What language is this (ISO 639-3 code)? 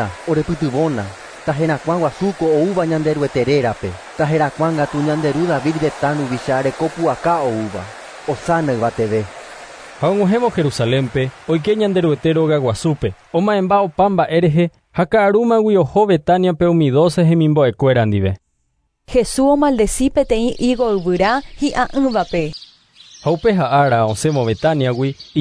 grn